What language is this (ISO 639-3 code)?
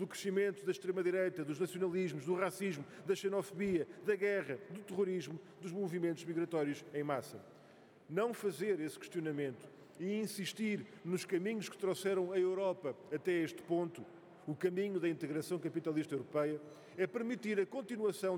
por